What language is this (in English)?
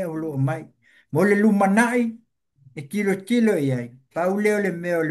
Samoan